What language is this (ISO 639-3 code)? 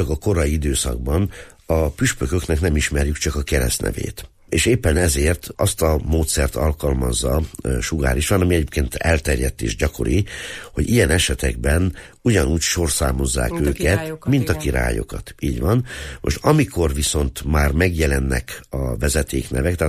hun